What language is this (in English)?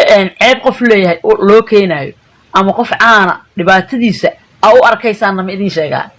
Somali